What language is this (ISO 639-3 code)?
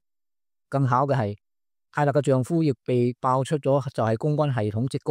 yue